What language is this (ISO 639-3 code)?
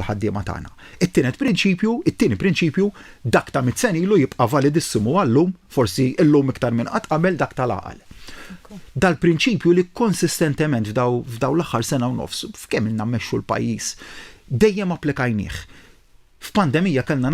mlt